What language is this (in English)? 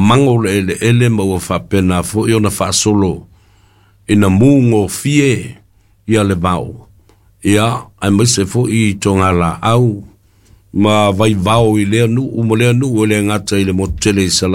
Samoan